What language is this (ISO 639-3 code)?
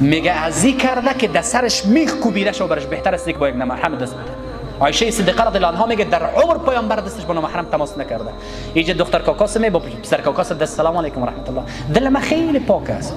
fas